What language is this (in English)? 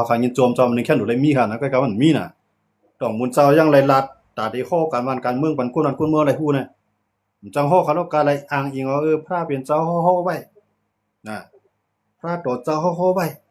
Shan